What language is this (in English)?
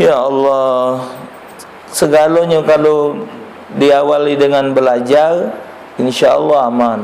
Musi